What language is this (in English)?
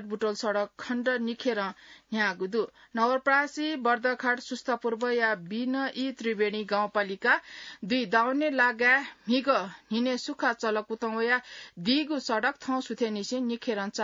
Newari